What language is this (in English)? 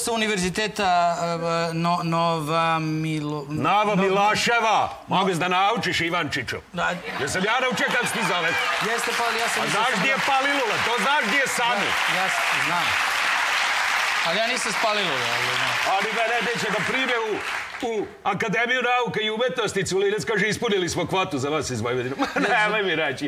Serbian